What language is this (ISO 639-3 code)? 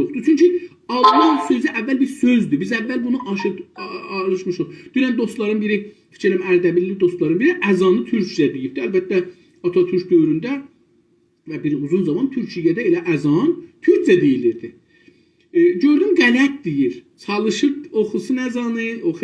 azb